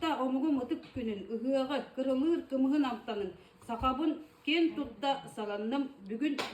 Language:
Yakut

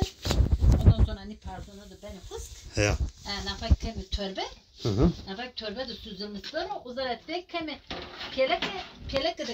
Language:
Zaza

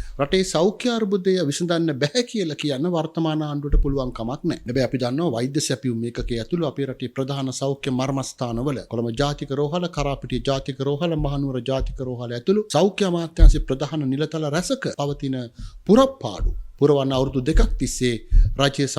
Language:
Sinhala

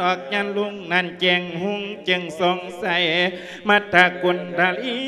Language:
Lao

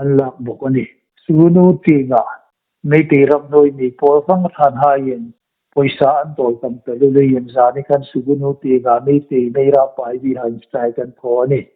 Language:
Hmar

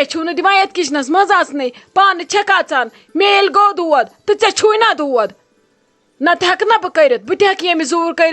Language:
Kashmiri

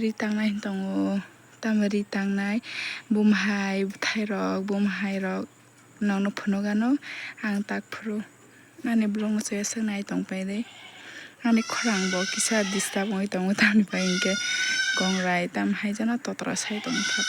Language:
Kok Borok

